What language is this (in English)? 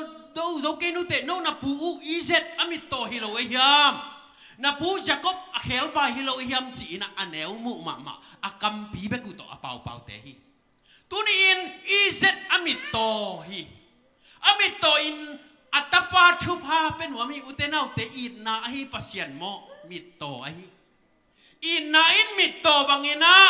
Tedim Chin